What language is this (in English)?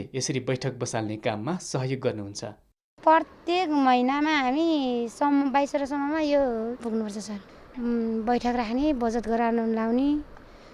Nepali